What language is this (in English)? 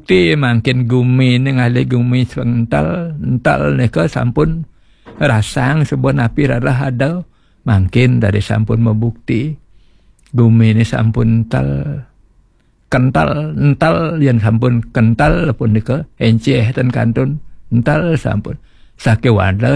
Balinese